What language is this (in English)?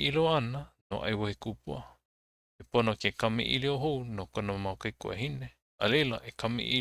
Hawaiian